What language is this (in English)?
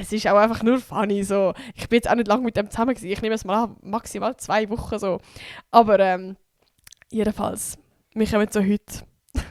Swiss German